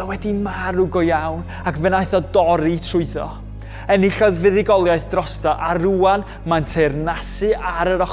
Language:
Welsh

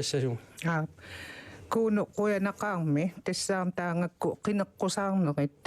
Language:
Kalaallisut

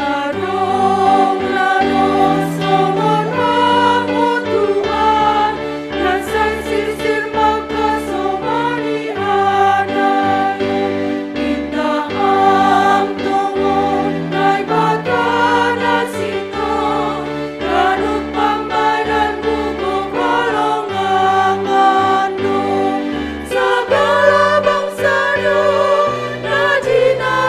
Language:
Batak Simalungun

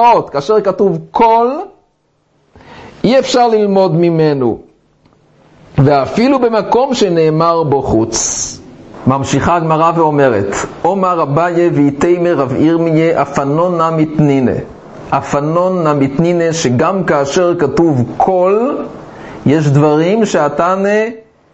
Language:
Hebrew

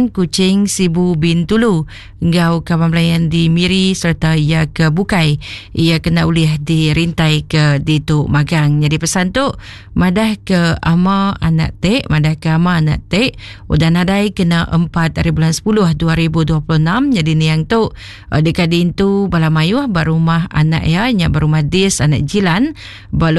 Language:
Iban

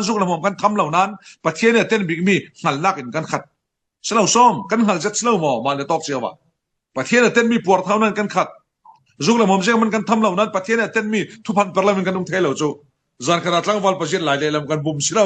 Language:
Falam Chin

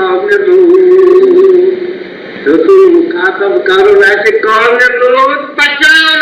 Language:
Kashmiri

